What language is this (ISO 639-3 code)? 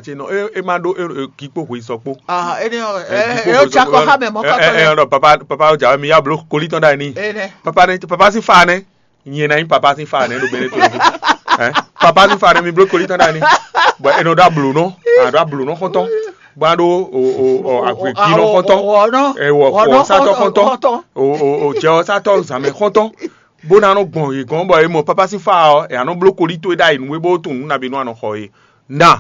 fon